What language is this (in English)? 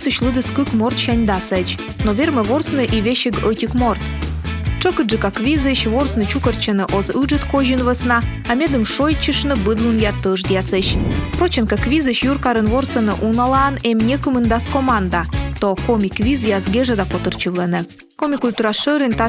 Komi